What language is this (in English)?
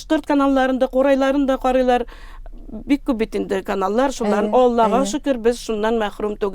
Tatar